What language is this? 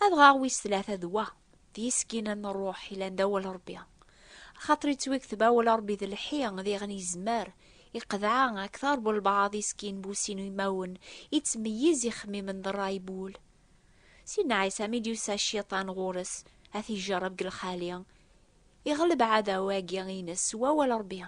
Kabyle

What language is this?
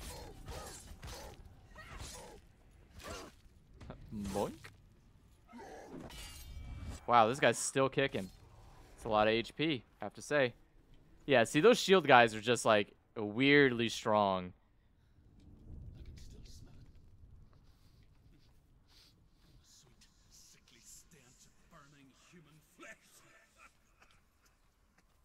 English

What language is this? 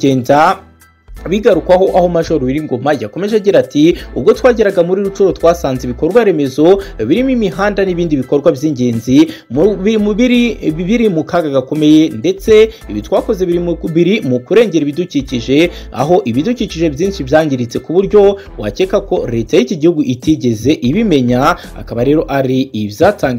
Kinyarwanda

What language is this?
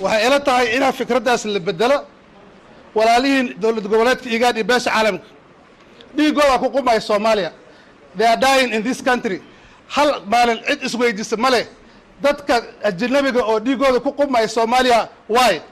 Somali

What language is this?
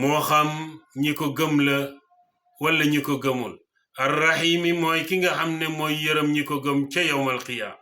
Wolof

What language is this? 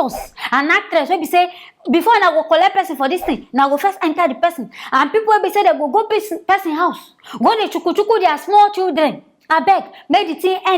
Nigerian Pidgin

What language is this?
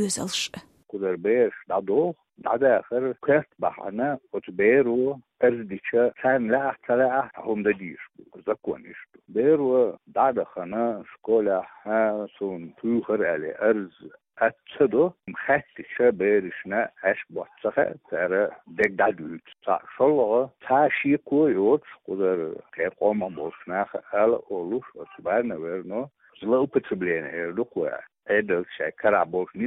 Chechen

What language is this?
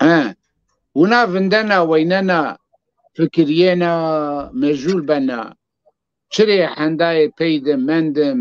Zaza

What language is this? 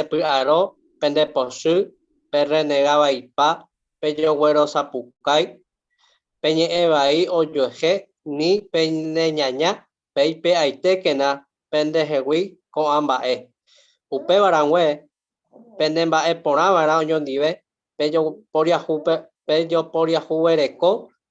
Guarani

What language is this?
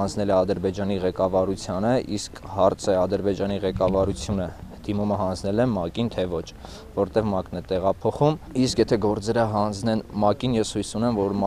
Armenian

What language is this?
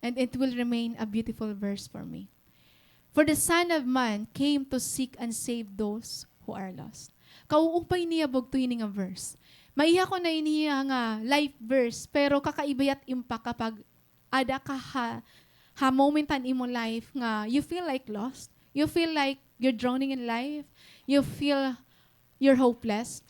Waray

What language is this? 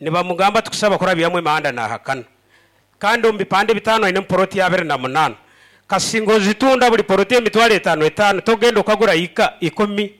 Nyoro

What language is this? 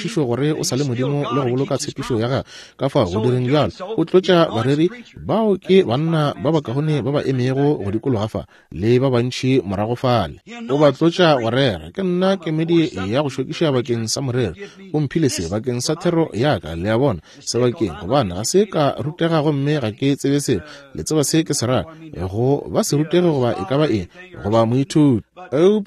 Northern Sotho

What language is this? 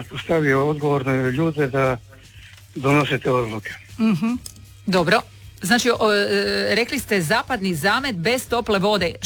Croatian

